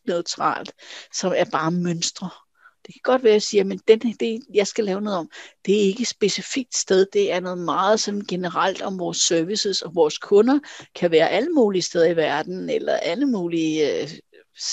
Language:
Danish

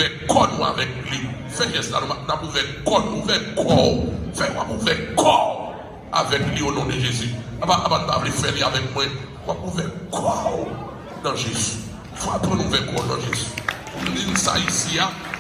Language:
Haitian Creole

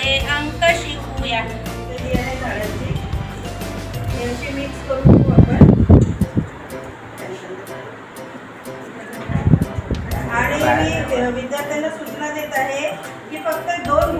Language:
Marathi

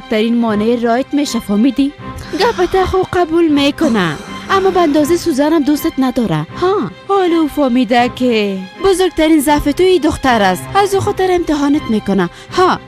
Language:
Persian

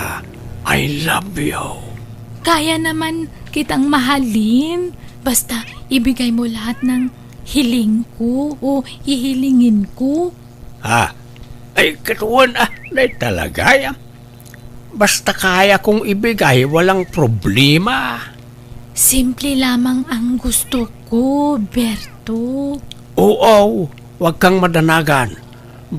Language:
Iloko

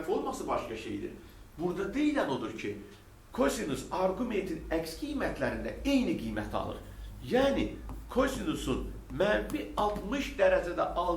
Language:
Azerbaijani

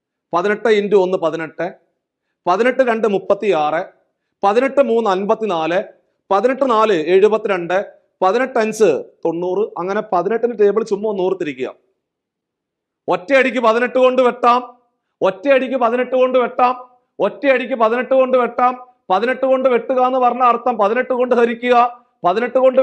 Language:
Malayalam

